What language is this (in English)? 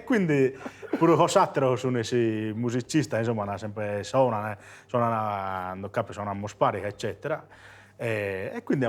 Sardinian